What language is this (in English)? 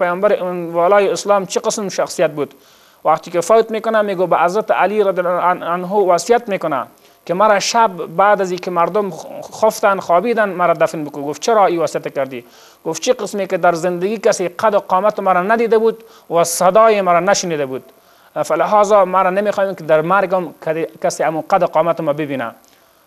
Persian